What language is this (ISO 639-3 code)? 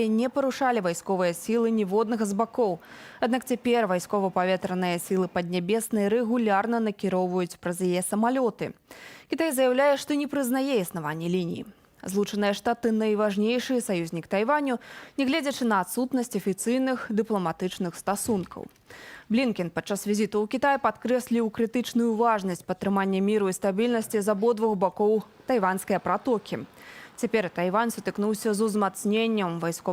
bel